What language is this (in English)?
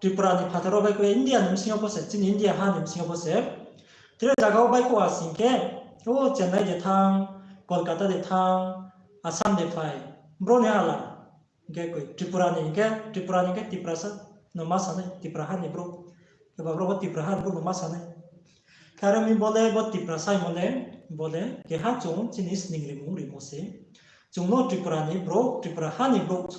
Riang (India)